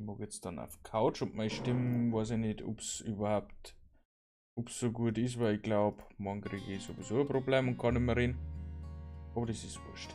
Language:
Bavarian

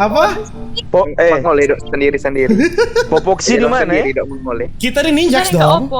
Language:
Manado Malay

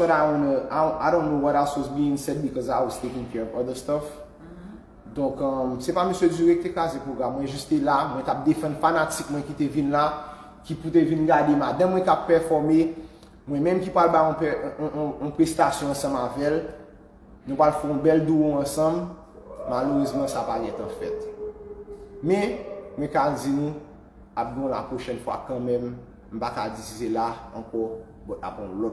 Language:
Haitian Creole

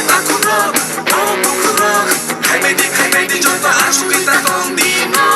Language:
Kok Borok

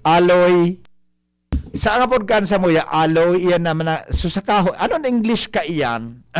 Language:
Bikol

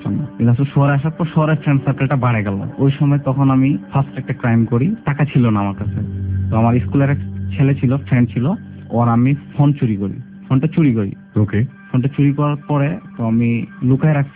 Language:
Bangla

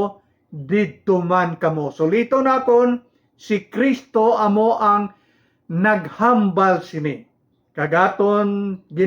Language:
Hiligaynon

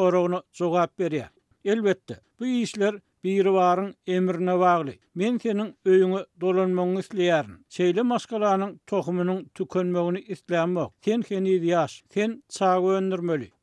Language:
Turkmen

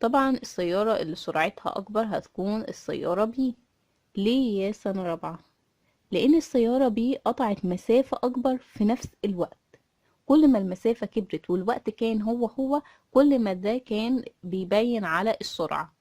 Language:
Egyptian Arabic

